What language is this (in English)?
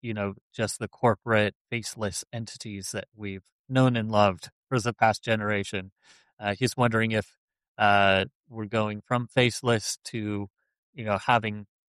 English